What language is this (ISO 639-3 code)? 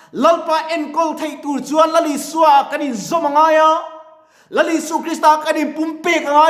lus